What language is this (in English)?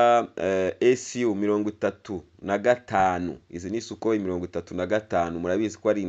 Kinyarwanda